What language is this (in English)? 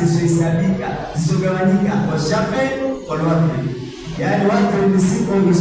Swahili